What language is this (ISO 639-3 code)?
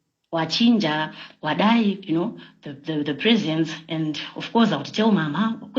sna